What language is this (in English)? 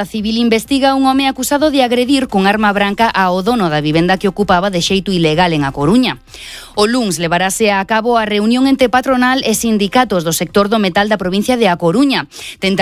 Galician